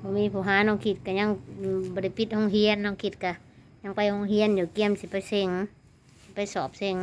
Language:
Northeastern Thai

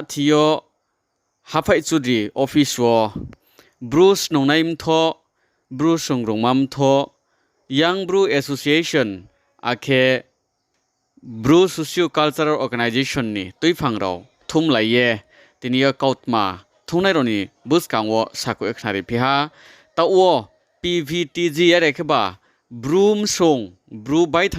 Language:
Riang (India)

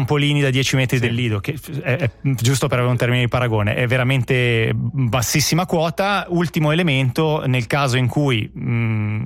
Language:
Italian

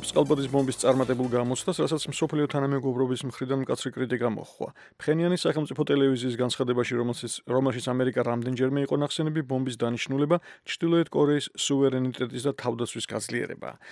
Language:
Georgian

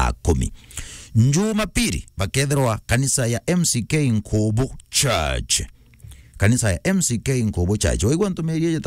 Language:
Meru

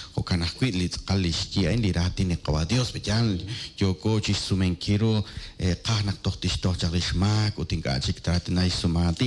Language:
Kekchí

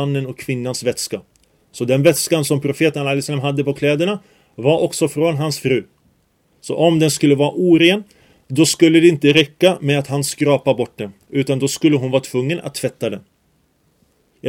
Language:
Swedish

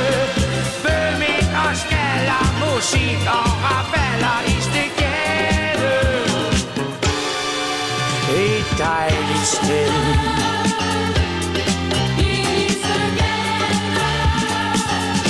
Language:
Danish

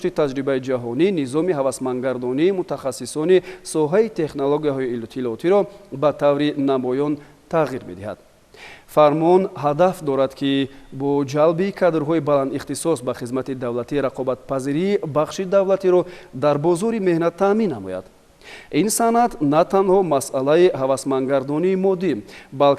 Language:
Tajik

